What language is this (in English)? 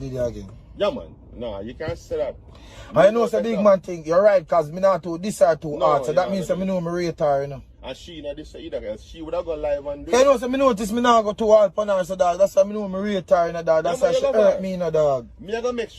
Jamaican Creole English